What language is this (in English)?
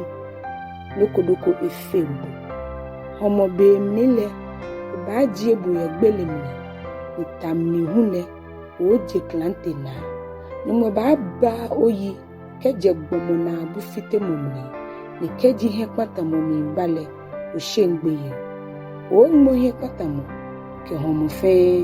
Ga